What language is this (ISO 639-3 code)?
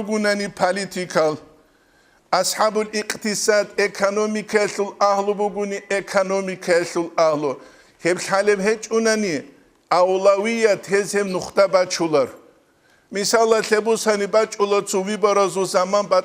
ava